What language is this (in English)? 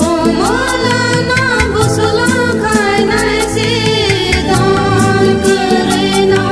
Kok Borok